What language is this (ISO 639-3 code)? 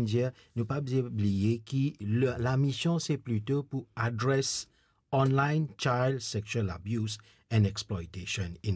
mfe